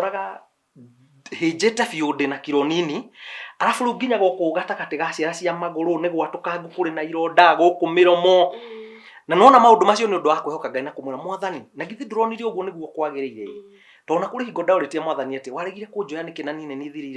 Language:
Kikuyu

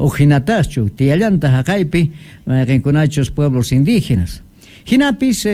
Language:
South Bolivian Quechua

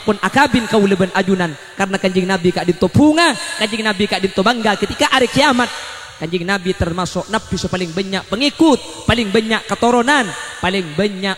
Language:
Madurese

